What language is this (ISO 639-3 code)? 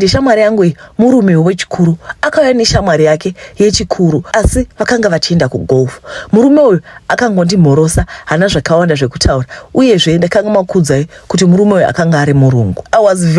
sna